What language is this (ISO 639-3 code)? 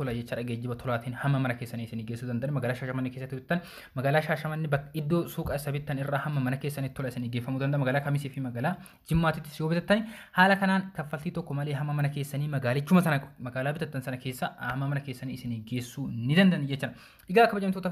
orm